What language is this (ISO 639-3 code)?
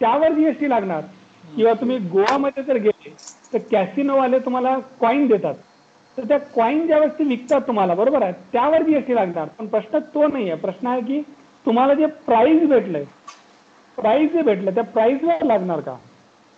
mar